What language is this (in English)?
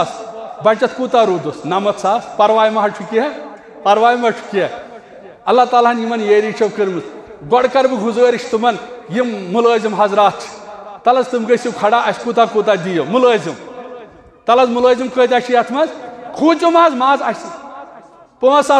Kashmiri